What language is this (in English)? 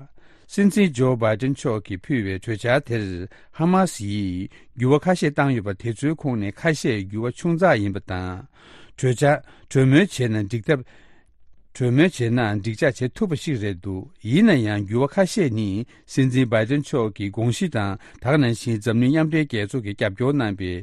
Tibetan